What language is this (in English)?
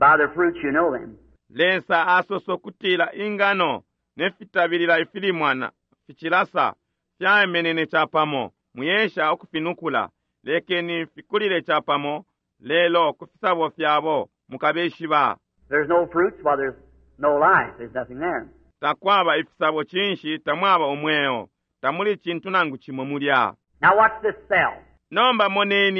Bemba